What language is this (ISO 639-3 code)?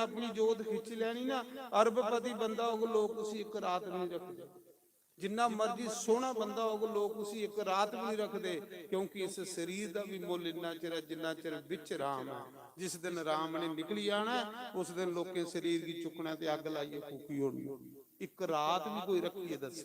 doi